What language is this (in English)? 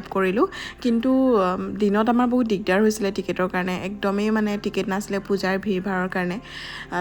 Assamese